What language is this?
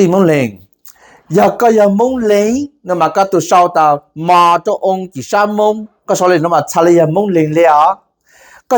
Hmong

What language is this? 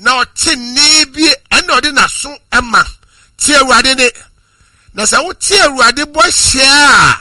Akan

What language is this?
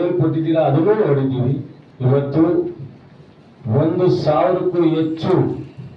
Kannada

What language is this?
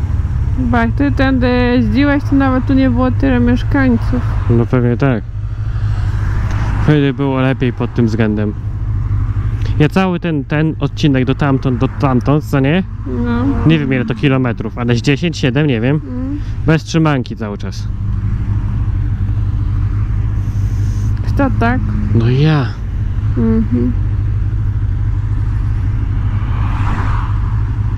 Polish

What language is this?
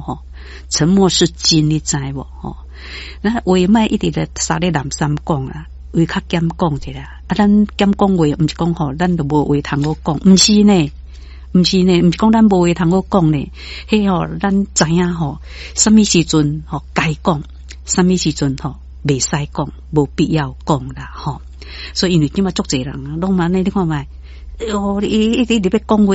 Min Nan Chinese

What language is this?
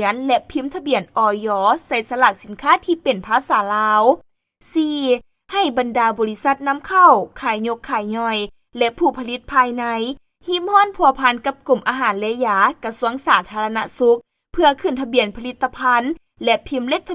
Lao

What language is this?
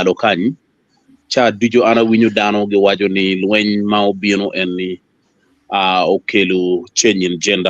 Acoli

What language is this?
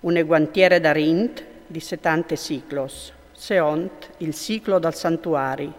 Friulian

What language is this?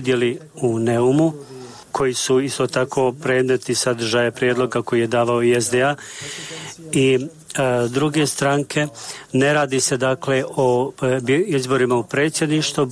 Bosnian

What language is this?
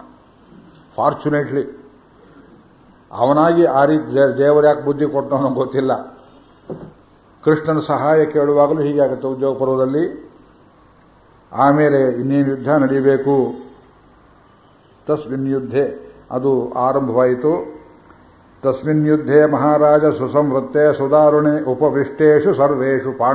Kannada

